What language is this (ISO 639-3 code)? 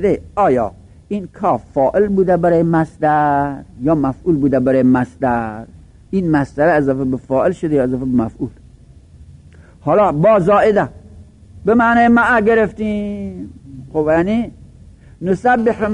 fas